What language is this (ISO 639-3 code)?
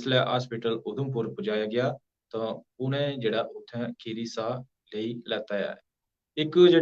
doi